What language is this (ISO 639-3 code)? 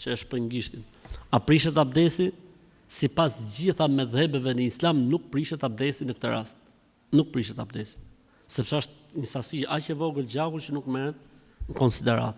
sqi